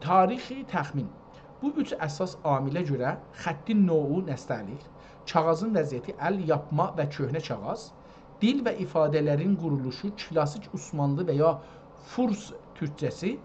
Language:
South Azerbaijani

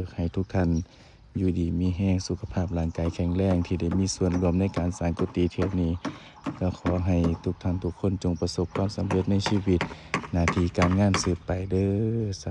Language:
Lao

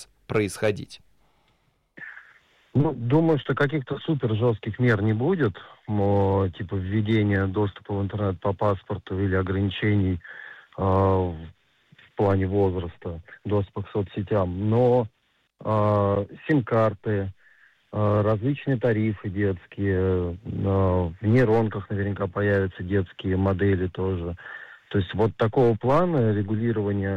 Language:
Russian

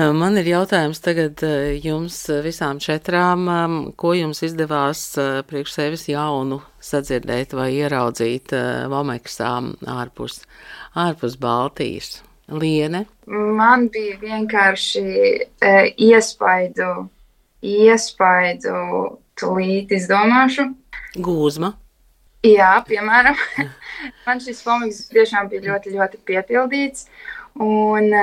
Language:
Latvian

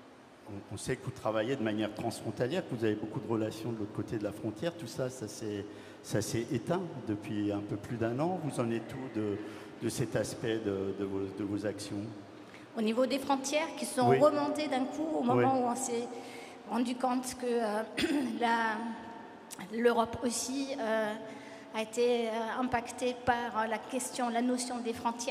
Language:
French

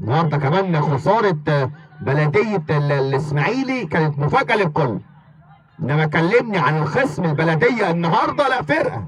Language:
Egyptian Arabic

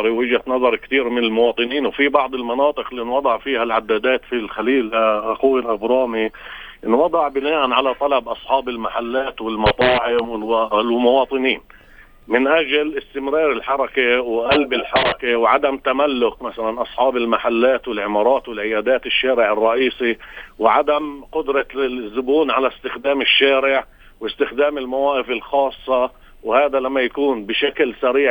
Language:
North Levantine Arabic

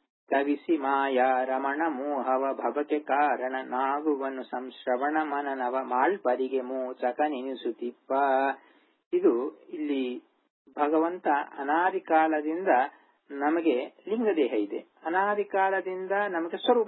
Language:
Kannada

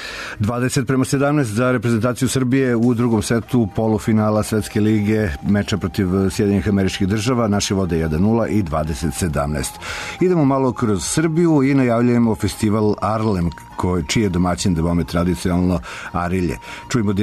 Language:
Serbian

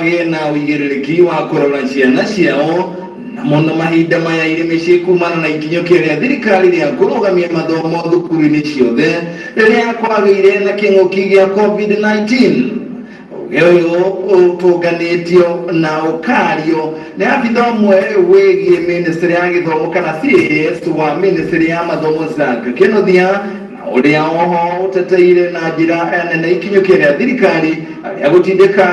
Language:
Kikuyu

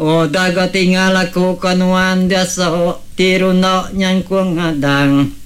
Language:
Iban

